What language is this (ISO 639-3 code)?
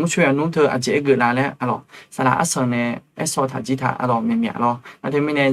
ahk